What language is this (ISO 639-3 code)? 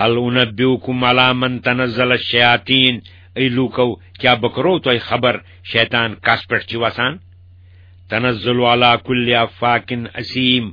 kas